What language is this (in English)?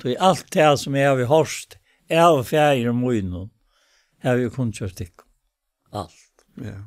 Faroese